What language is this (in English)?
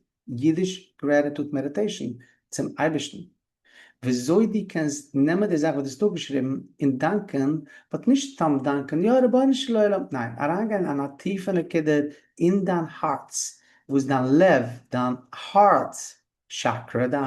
Yiddish